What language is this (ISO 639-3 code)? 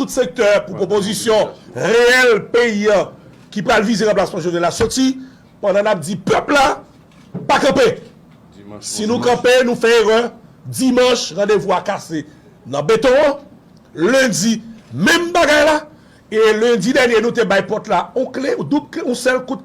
hat